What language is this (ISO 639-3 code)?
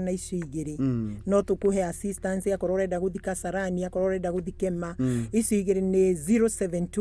kik